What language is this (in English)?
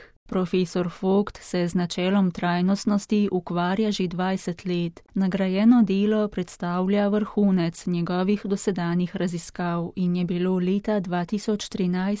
Slovenian